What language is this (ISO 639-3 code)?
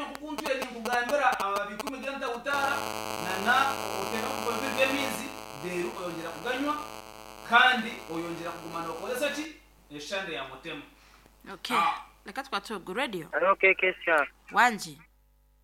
nyn